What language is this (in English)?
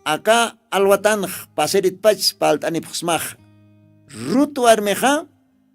Aymara